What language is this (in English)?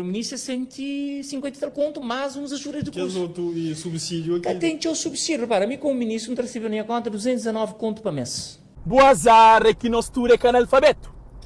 Kabuverdianu